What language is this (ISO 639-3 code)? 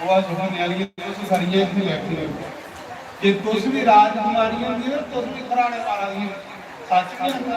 doi